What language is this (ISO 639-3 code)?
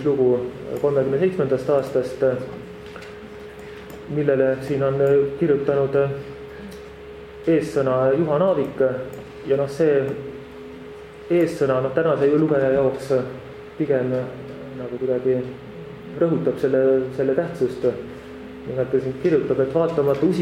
est